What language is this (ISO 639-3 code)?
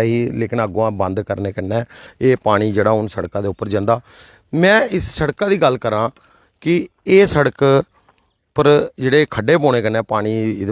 doi